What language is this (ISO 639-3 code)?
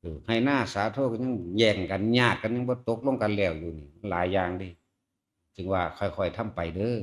tts